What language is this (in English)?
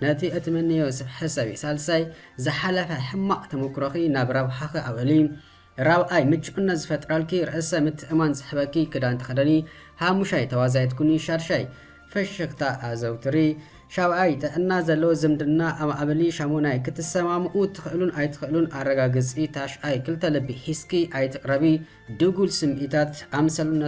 Tigrinya